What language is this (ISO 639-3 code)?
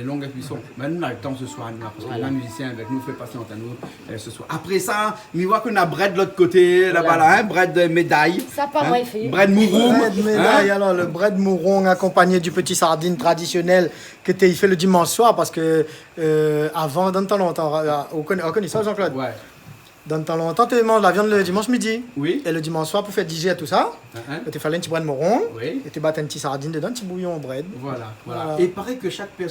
rcf